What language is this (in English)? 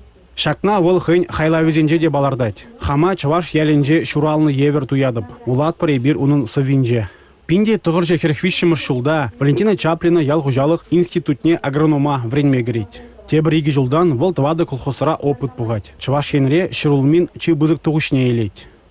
Chuvash